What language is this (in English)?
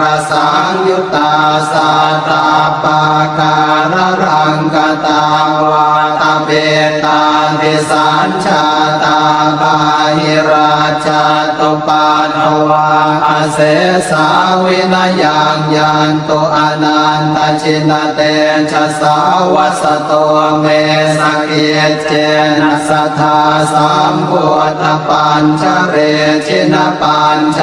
Pali